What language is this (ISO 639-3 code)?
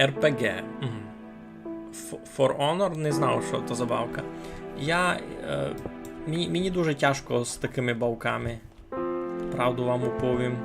rue